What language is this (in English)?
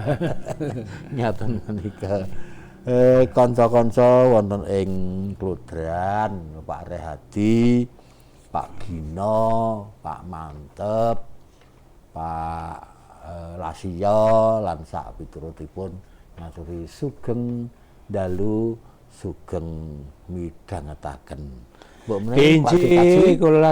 Javanese